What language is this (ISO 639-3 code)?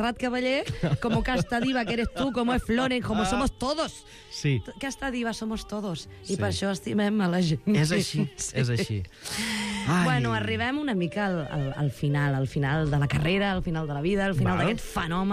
cat